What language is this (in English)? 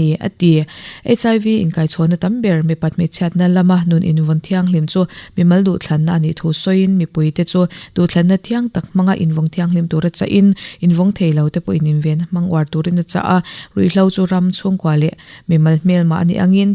Mizo